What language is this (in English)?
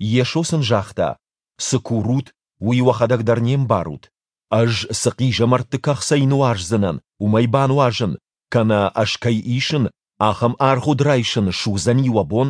Ossetic